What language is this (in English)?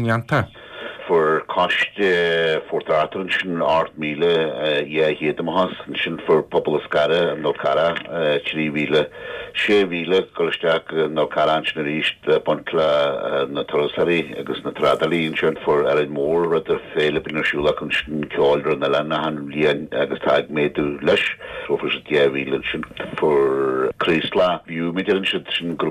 Irish